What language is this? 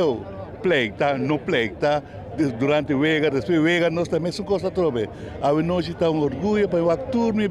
Papiamento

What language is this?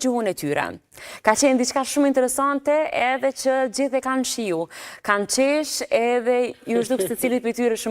Albanian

